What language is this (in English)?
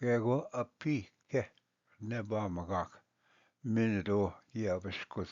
Ojibwa